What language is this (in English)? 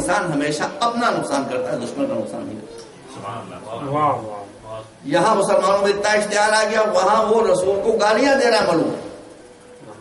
Urdu